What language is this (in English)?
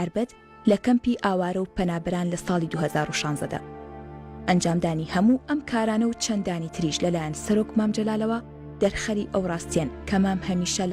Central Kurdish